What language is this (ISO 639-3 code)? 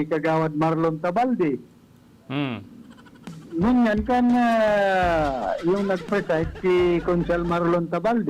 bik